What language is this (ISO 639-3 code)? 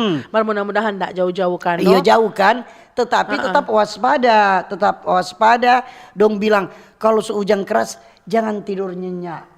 xmm